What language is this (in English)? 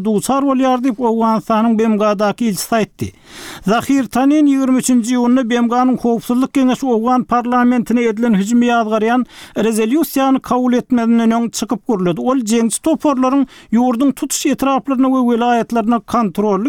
Turkmen